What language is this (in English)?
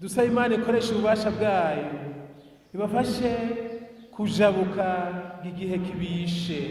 Rundi